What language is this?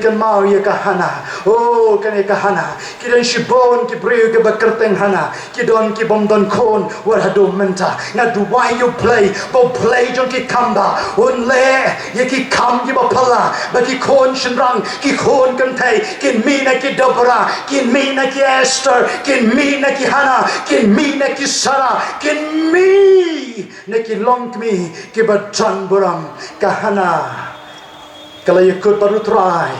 Khasi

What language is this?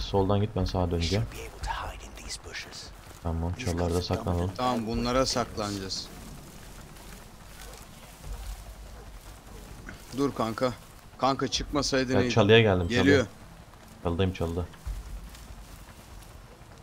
Turkish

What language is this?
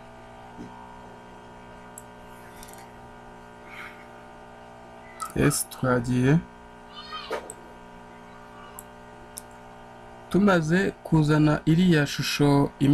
Kinyarwanda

